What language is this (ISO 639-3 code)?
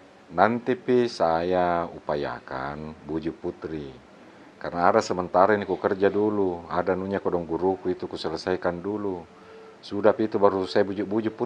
mfp